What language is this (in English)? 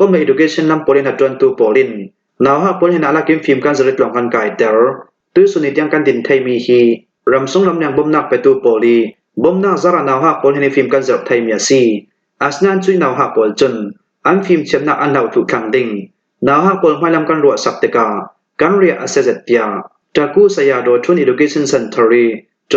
Falam Chin